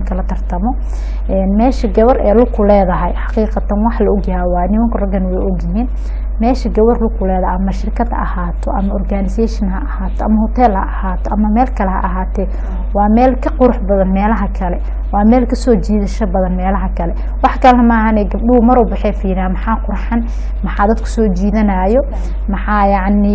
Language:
Somali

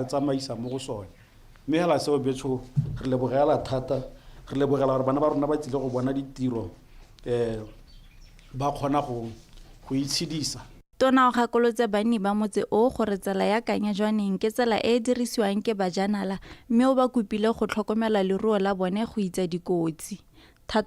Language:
Tswana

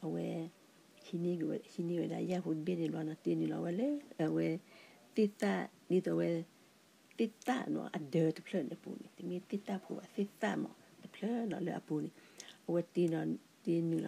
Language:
S'gaw Karen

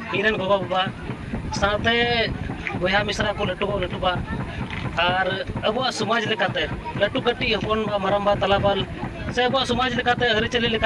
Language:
Santali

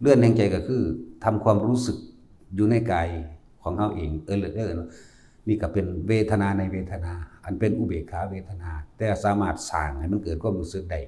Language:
Lao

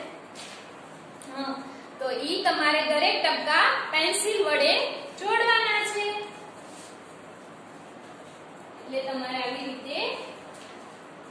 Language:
Gujarati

